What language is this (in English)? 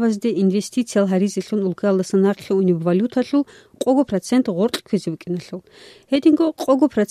Avaric